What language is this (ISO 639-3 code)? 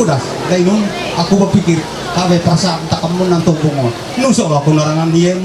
mhy